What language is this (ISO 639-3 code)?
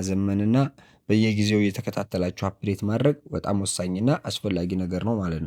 amh